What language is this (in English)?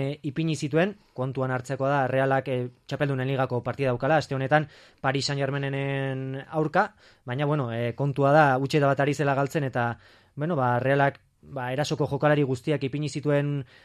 Basque